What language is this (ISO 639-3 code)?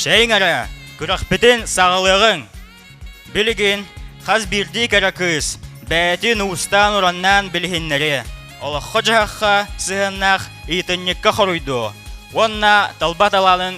sah